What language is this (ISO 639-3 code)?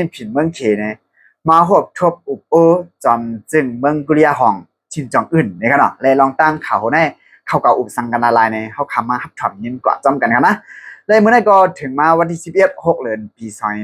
shn